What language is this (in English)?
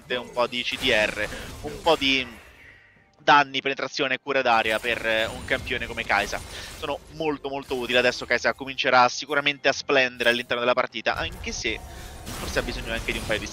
Italian